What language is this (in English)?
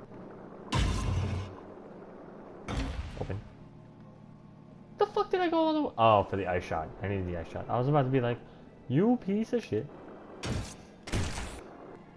English